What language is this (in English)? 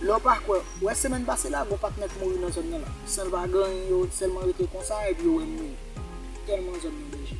Haitian Creole